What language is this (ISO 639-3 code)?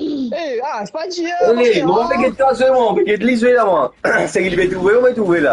mfe